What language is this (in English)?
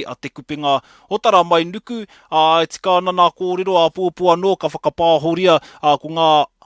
Māori